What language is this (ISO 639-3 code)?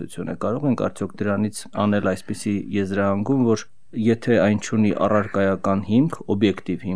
hye